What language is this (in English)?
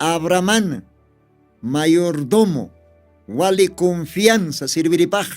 Aymara